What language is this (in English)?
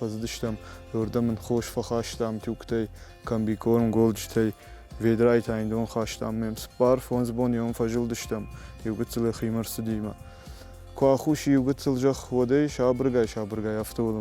Ossetic